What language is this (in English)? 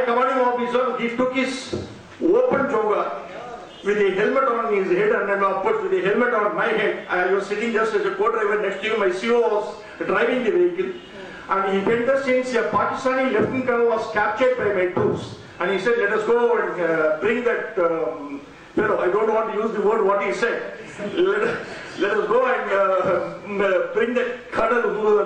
English